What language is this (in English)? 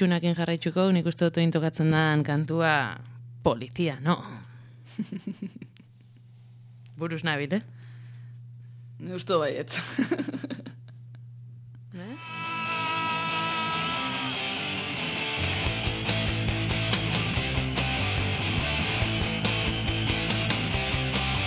Basque